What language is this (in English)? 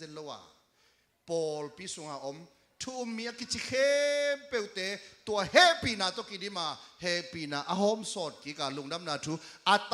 Tedim Chin